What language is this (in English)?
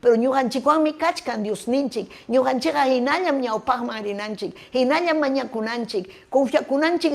Ayacucho Quechua